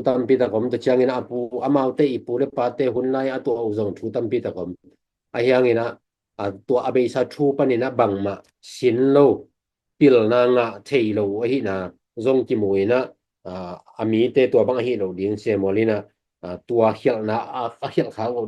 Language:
Tedim Chin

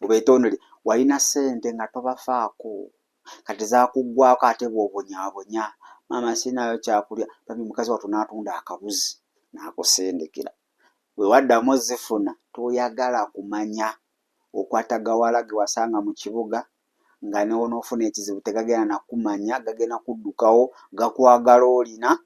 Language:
Ganda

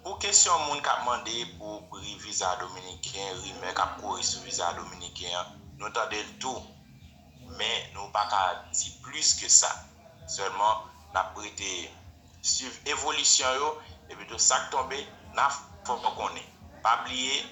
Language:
Haitian Creole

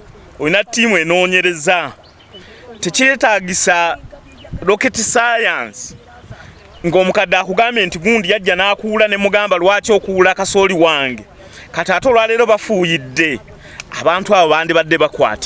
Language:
Ganda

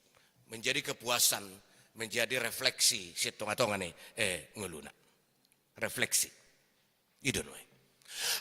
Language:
Batak Toba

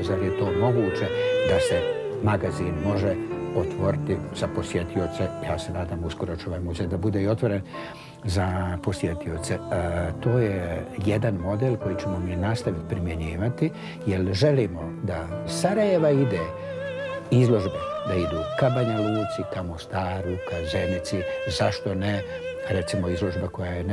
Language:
Bosnian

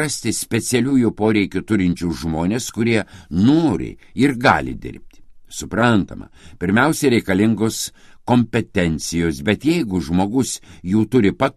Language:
Lithuanian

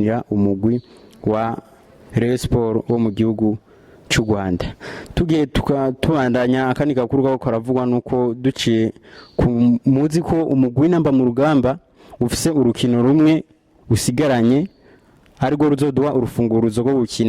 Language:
Rundi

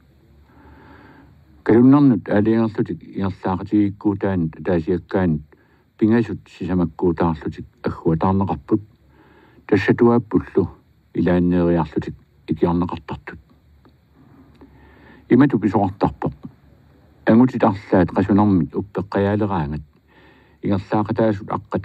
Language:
Kalaallisut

